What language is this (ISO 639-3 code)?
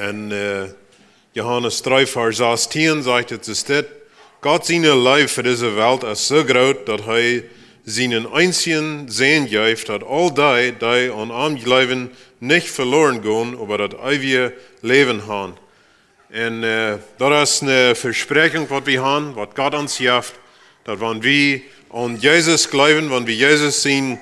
pdt